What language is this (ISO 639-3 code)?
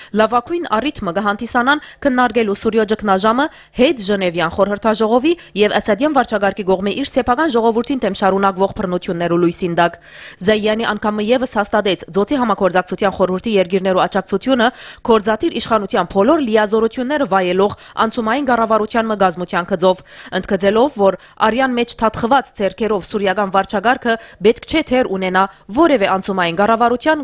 hyw